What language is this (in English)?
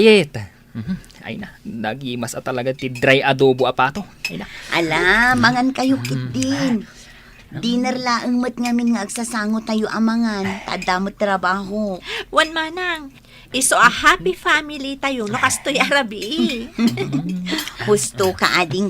Iloko